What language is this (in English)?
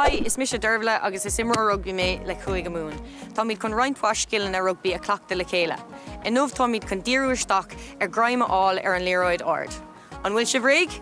Irish